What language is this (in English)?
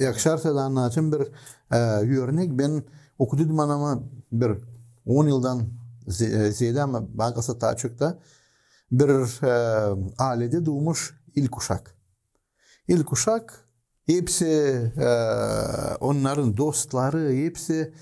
Gagauz